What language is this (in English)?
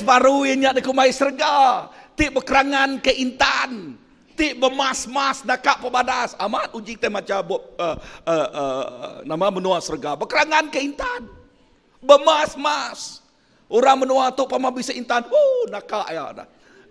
Iban